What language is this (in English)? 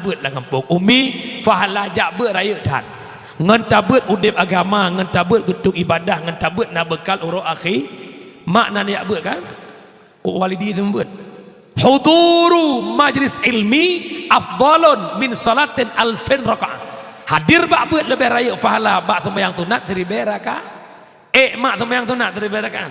Achinese